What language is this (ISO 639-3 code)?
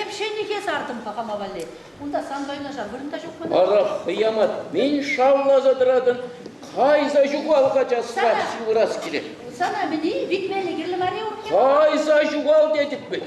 chv